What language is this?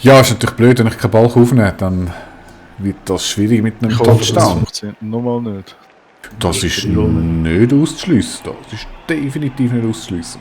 Swiss German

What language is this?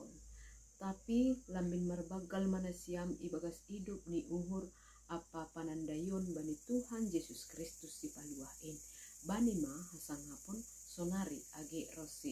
Batak Simalungun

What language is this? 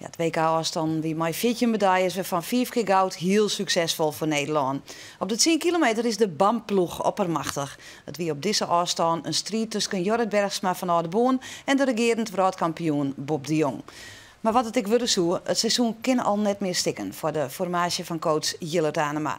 Western Frisian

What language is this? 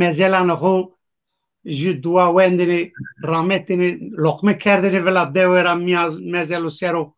Zaza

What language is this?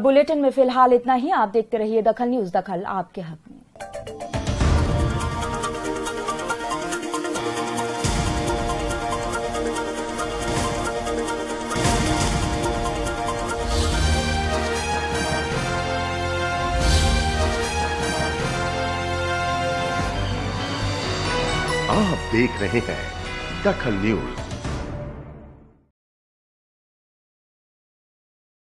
Hindi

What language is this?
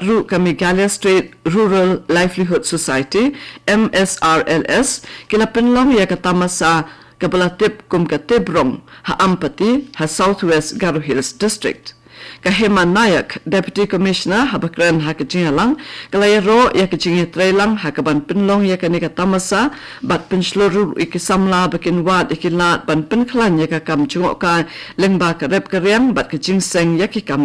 Khasi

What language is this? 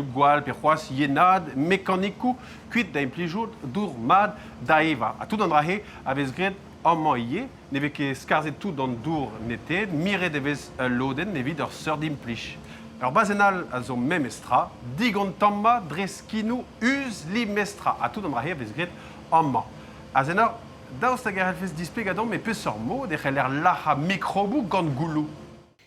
Breton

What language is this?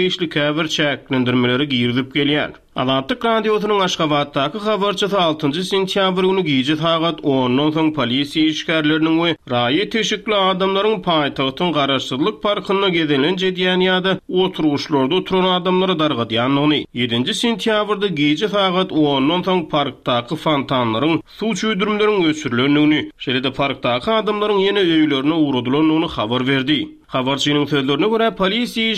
Turkmen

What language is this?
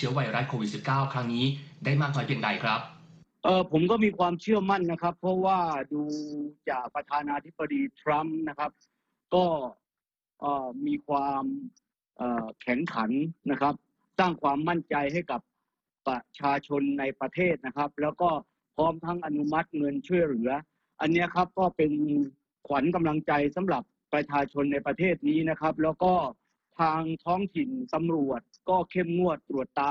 Thai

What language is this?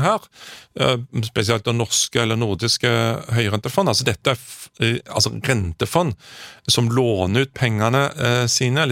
Norwegian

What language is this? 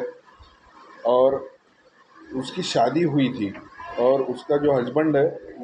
Hindi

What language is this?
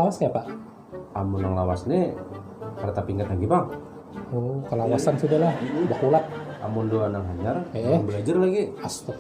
Banjar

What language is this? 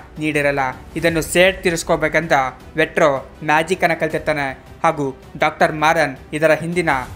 Kannada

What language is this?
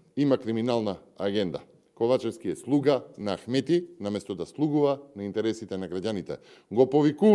Macedonian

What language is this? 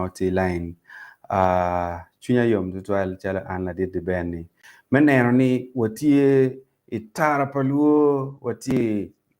Acoli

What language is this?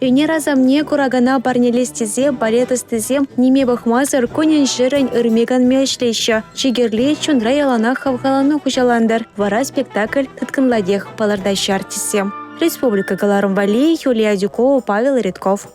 Chuvash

